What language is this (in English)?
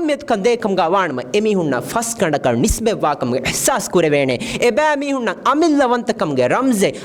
Divehi